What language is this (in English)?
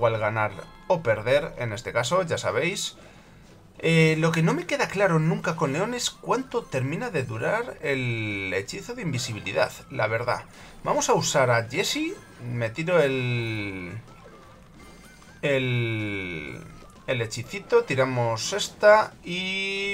Spanish